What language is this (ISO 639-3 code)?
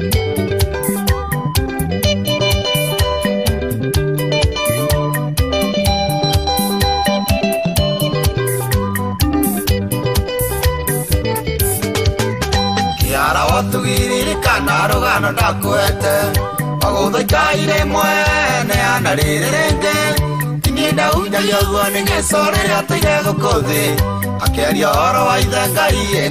kik